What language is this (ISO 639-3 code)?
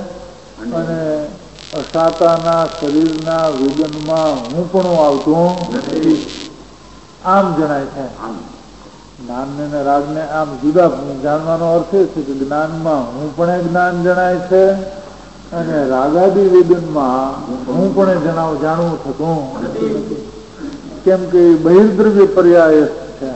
guj